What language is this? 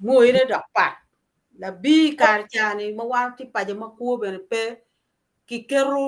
Acoli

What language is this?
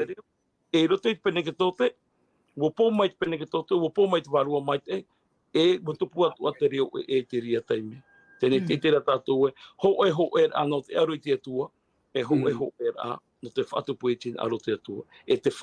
Tahitian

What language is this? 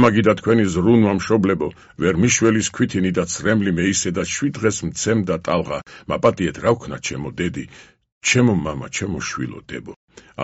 Georgian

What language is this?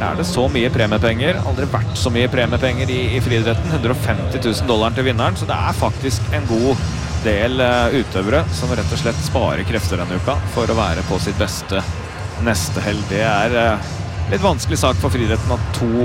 Norwegian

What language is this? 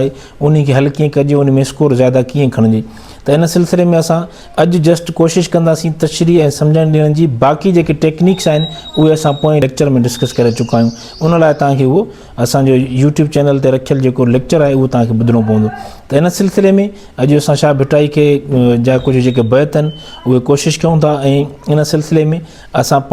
Sindhi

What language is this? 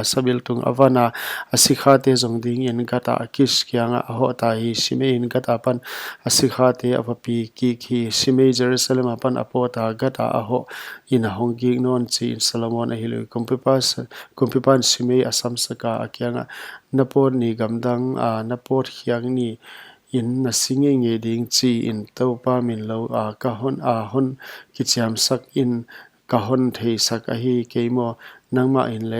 Paite Chin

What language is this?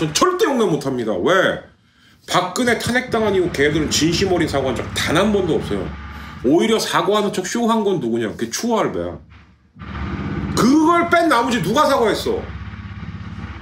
Korean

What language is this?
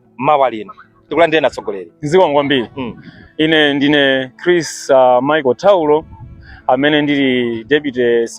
Nyanja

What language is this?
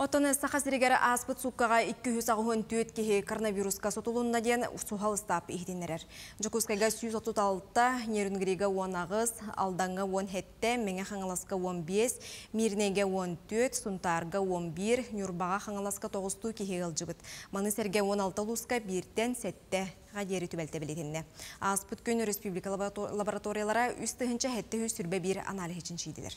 Yakut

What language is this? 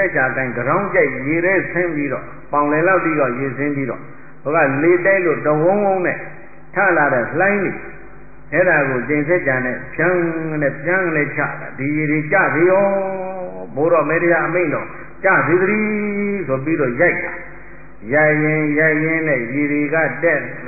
Burmese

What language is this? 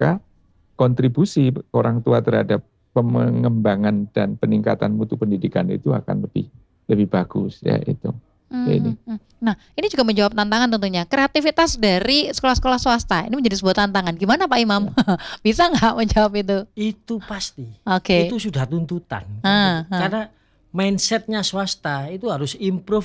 Indonesian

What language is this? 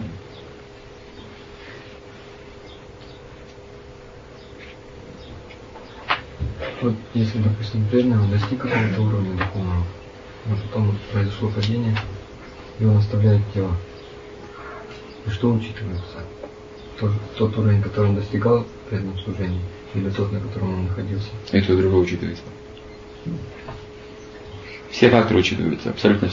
Russian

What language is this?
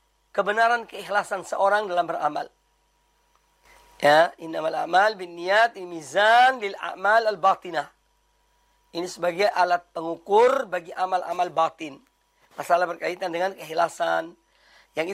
Indonesian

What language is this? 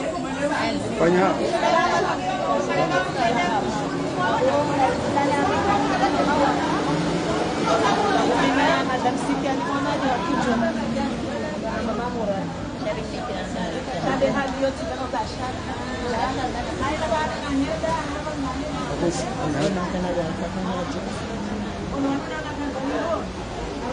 Swahili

